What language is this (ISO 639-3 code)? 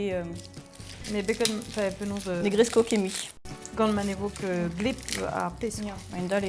bre